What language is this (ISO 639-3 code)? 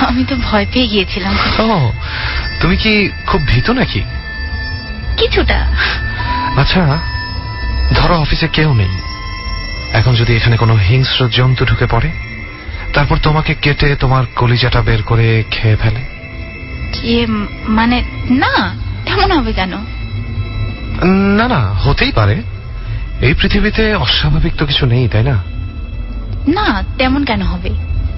ben